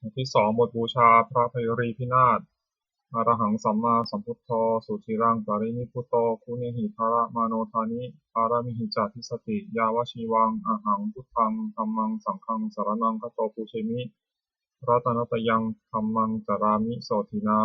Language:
Pali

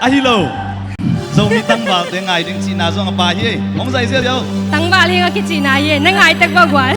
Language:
Tedim Chin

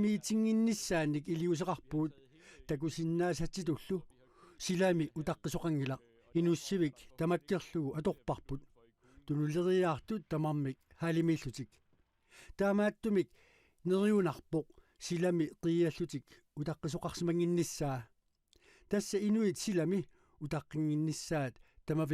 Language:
Kalaallisut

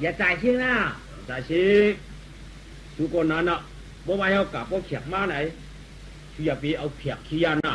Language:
Shan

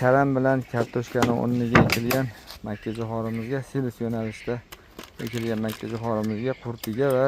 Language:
Uzbek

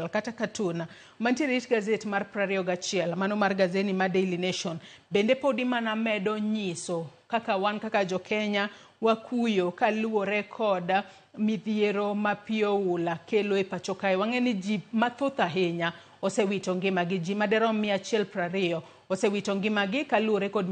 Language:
Luo (Kenya and Tanzania)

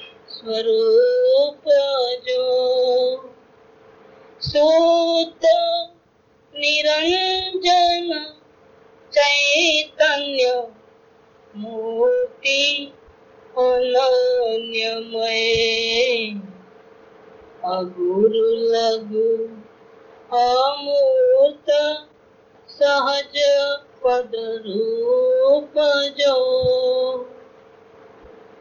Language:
Gujarati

